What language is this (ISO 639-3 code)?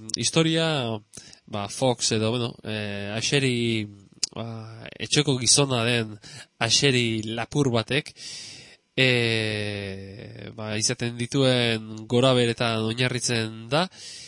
eus